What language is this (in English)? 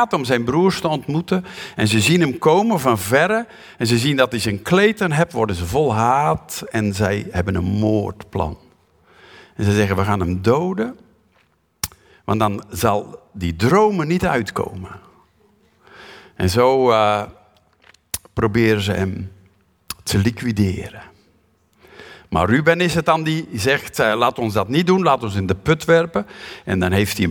Dutch